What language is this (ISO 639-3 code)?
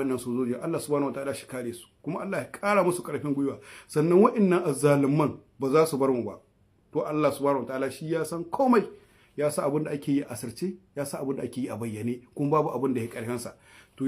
hau